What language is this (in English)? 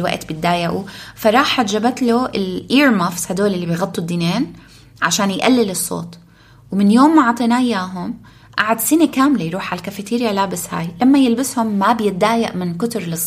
North Levantine Arabic